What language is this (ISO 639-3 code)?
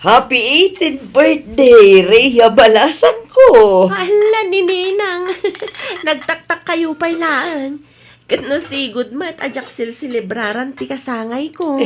ilo